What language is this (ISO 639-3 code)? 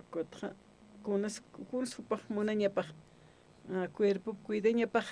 aym